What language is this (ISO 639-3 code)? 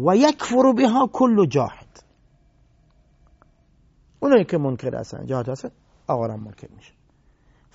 fas